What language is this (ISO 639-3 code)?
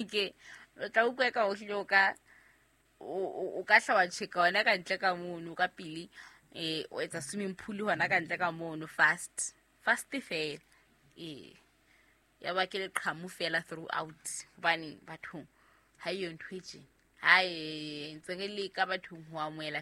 sot